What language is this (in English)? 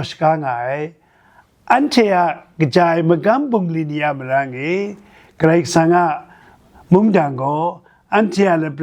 Kachin